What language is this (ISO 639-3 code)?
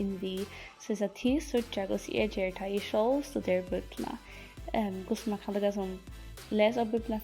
fao